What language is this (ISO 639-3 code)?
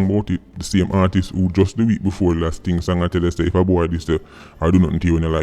jam